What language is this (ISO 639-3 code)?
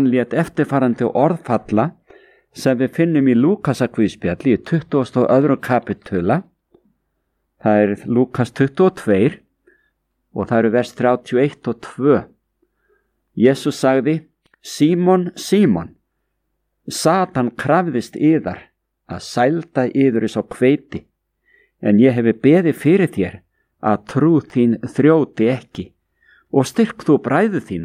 isl